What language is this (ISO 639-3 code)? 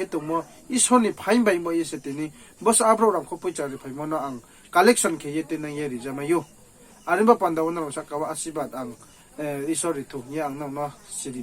ria